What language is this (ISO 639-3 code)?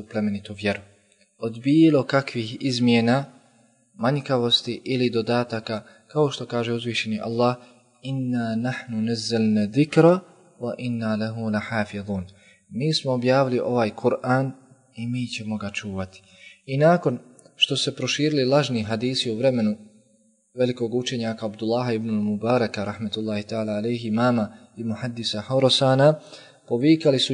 bos